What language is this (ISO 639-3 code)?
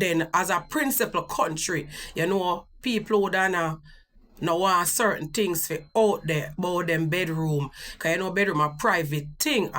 jam